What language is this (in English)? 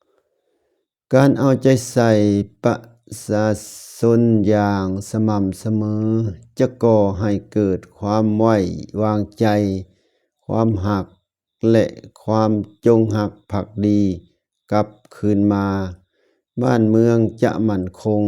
Lao